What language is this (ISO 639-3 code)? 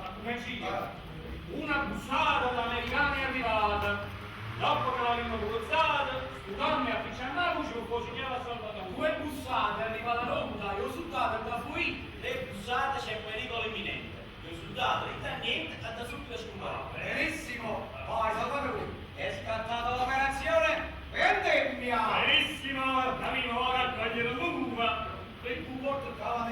nap